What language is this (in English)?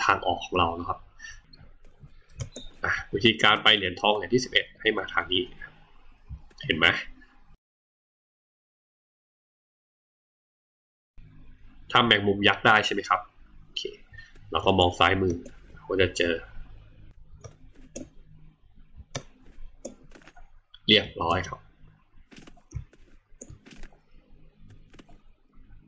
Thai